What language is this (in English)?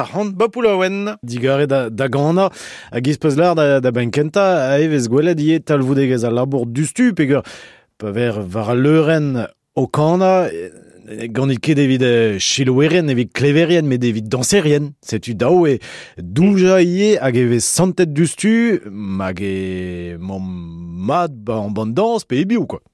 Breton